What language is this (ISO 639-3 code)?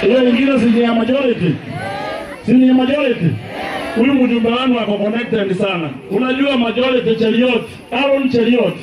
mer